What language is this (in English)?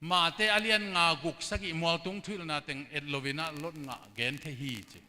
Tedim Chin